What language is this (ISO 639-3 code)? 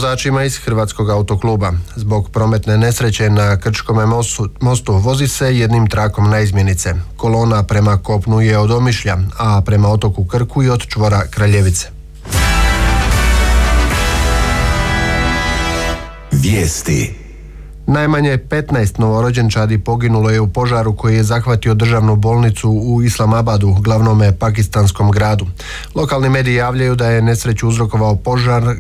hrv